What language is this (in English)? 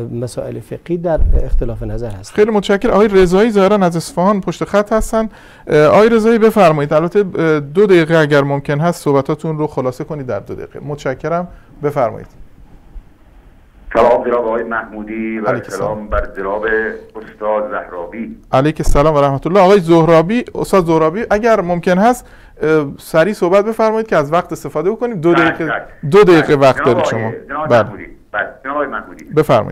Persian